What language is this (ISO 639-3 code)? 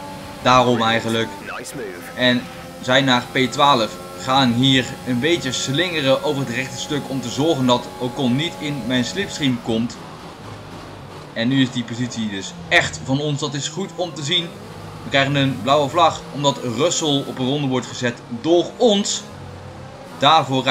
nld